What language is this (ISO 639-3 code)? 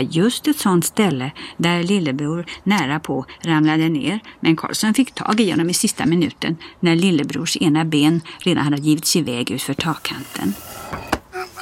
swe